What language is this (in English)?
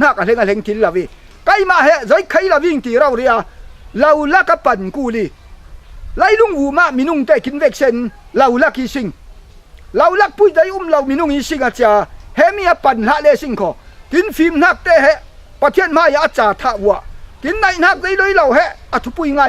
Falam Chin